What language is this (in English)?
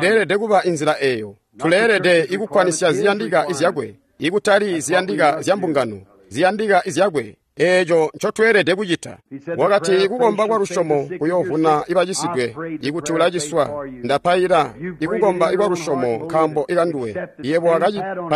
Tonga (Zambia)